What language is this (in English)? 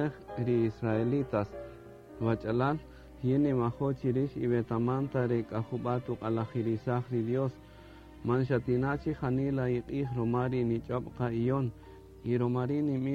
Kaqchikel